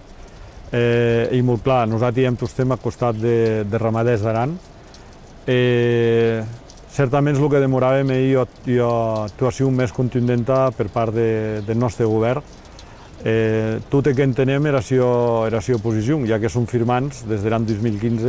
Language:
Occitan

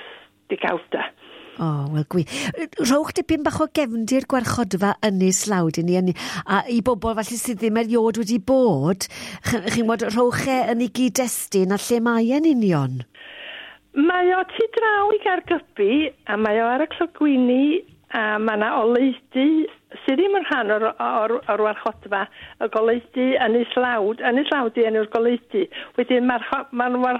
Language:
Welsh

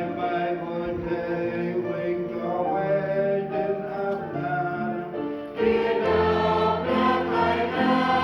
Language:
Central Mnong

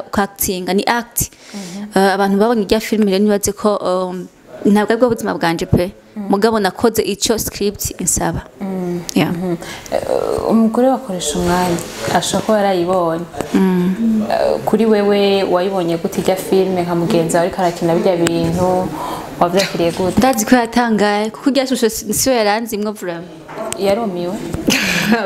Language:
Rundi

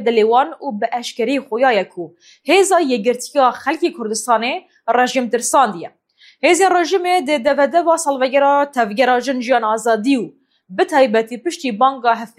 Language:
Kurdish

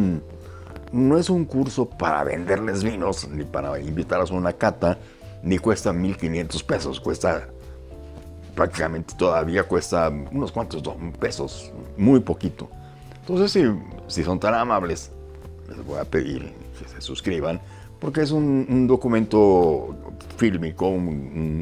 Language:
Spanish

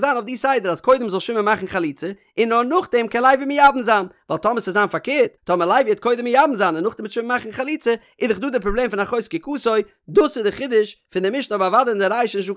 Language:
Yiddish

